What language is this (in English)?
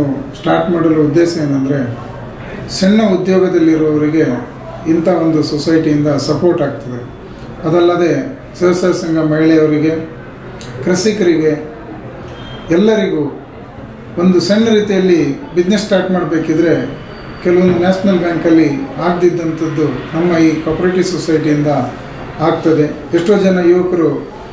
Kannada